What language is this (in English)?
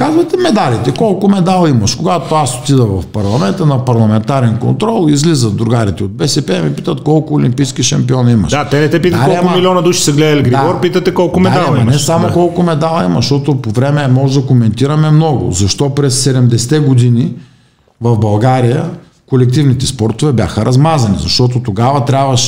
Bulgarian